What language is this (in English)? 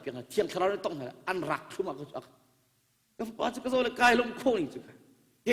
Hakha Chin